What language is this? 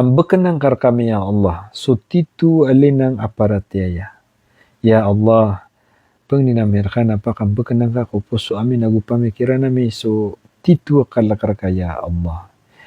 Maranao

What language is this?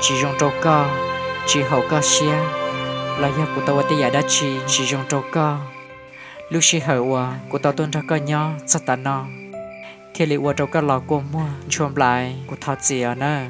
Hmong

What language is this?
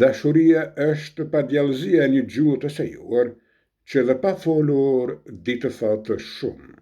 Albanian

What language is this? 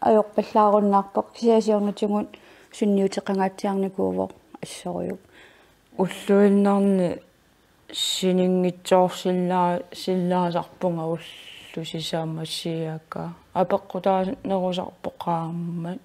Kalaallisut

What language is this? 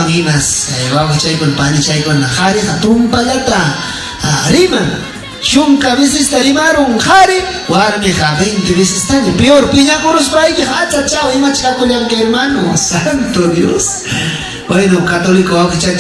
Ayacucho Quechua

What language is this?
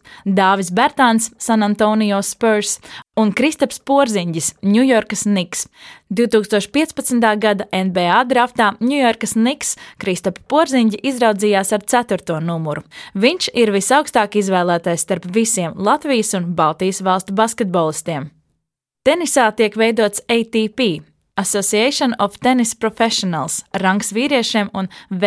Latvian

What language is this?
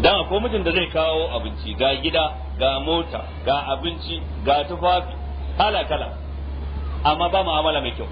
Hausa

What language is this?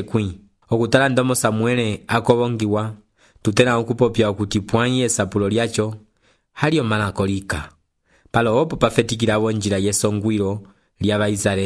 Umbundu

